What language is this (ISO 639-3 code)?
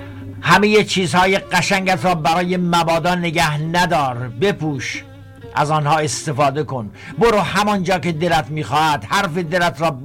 fas